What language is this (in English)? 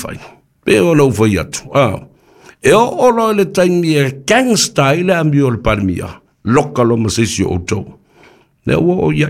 Samoan